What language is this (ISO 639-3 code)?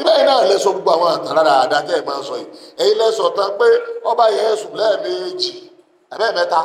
yor